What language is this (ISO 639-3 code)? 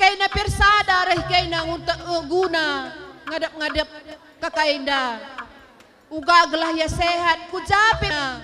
btx